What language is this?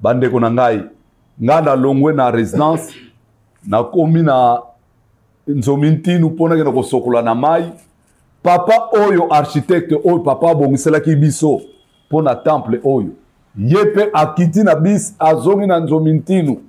Lingala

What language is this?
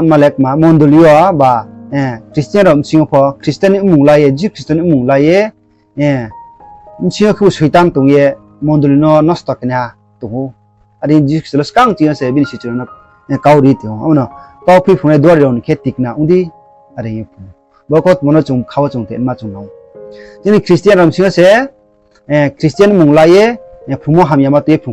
Riang (India)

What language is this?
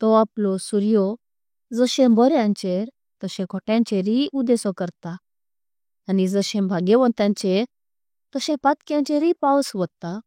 Konkani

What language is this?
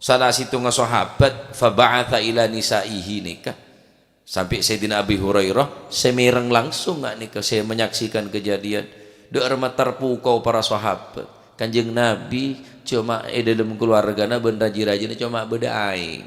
Madurese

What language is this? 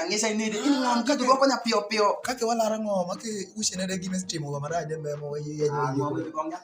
Alur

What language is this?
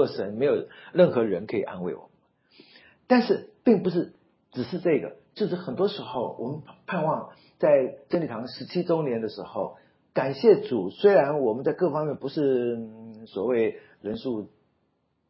Chinese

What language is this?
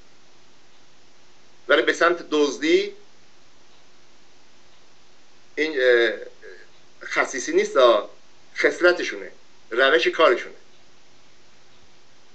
Persian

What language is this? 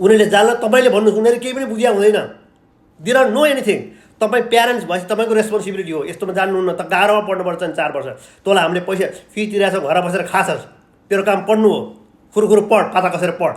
Nepali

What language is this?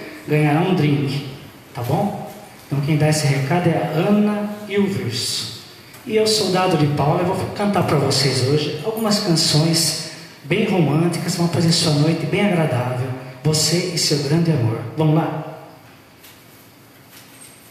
Portuguese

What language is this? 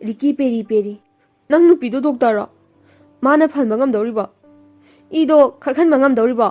Manipuri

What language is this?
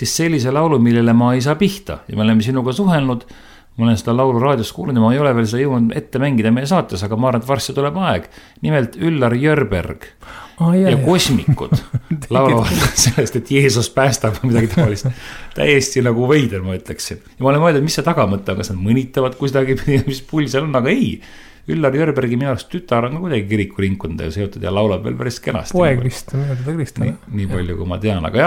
Estonian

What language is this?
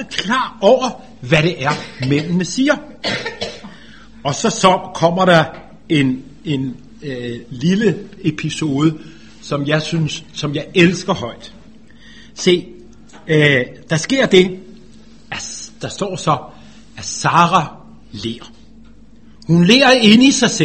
Danish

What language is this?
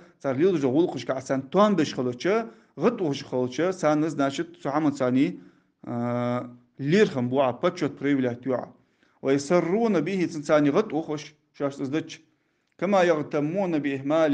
Ingush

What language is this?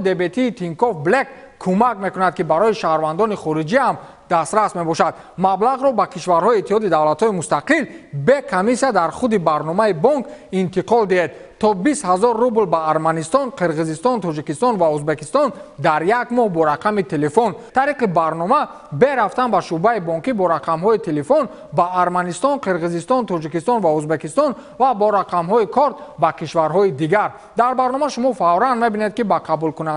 Tajik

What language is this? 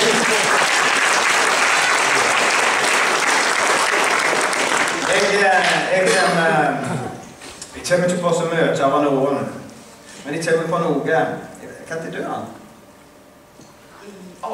Norwegian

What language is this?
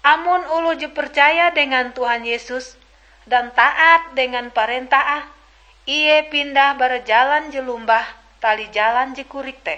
Ngaju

